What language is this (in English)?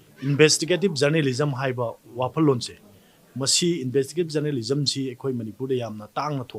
Manipuri